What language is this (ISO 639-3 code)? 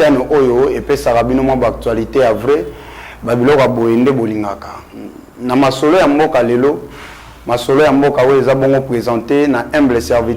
lin